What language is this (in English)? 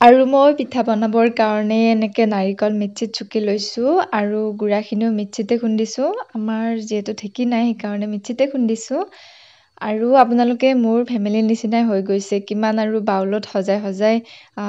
Assamese